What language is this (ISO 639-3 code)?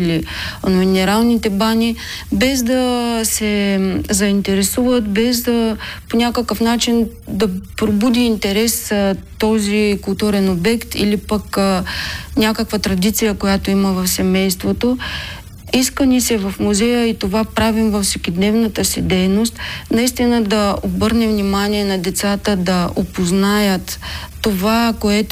bul